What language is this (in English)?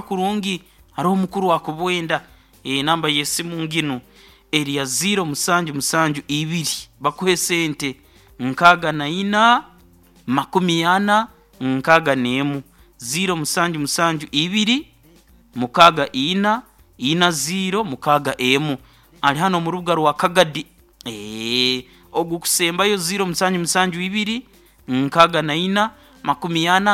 Nyoro